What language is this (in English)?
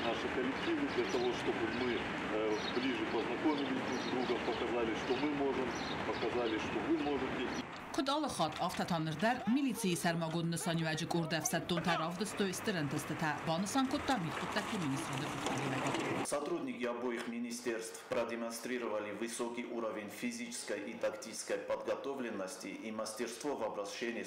Ossetic